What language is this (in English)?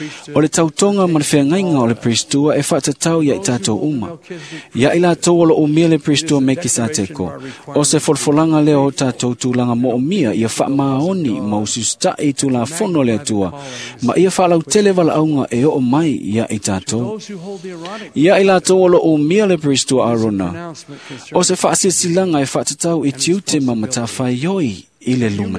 Samoan